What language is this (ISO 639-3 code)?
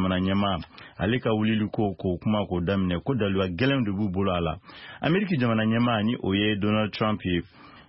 bam